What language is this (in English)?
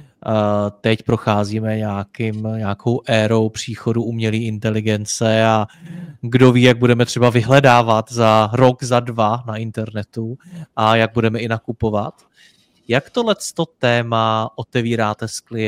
Czech